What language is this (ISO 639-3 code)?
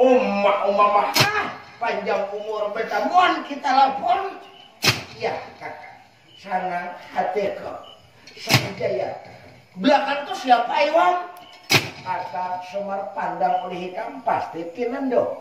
bjn